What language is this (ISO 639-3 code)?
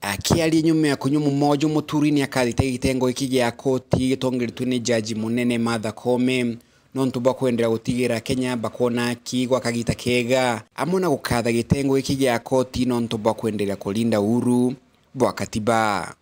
mer